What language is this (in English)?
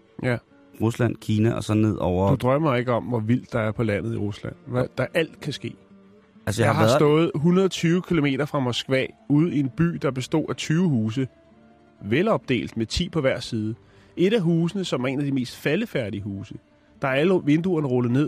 Danish